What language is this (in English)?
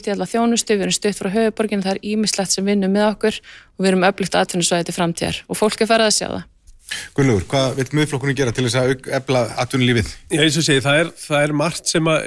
Icelandic